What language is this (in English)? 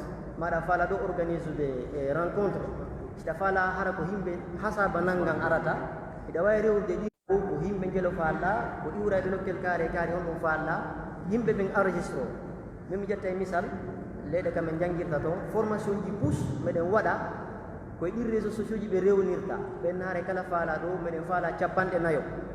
Pular